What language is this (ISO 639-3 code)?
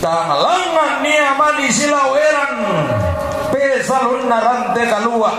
sda